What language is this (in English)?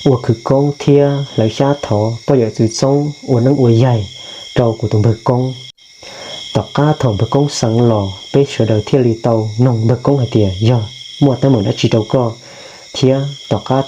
Hmong